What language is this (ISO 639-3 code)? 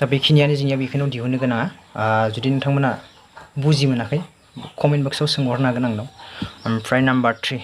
brx